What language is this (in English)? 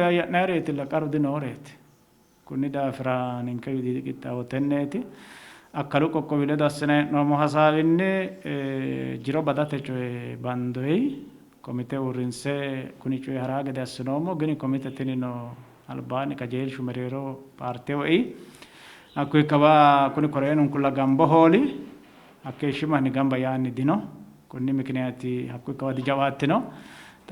Sidamo